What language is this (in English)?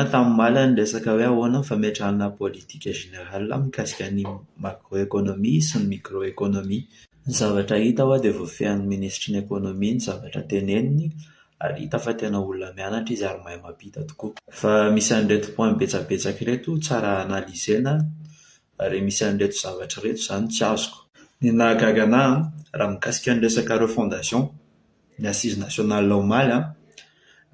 Malagasy